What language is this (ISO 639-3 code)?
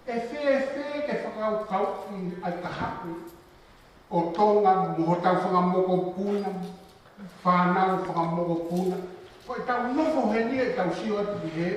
ton